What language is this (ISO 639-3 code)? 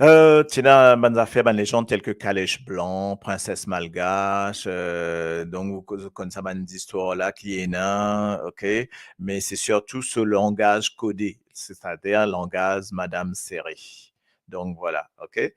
mfe